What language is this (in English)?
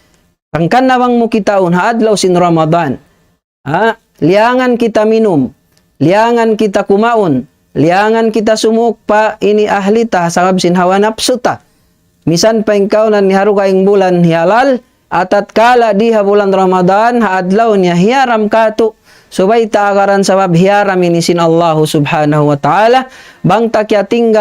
Tausug